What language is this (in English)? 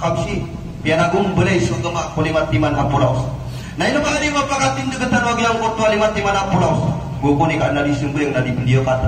Maranao